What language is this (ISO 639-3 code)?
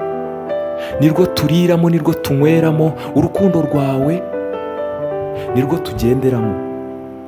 kin